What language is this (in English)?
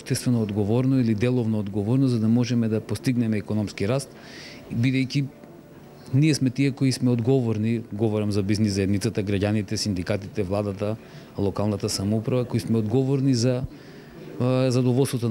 Macedonian